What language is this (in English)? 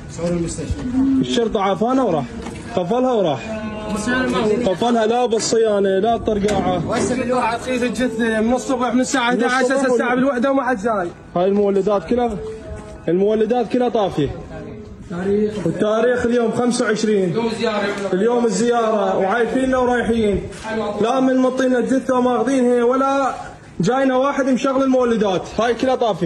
Mesopotamian Arabic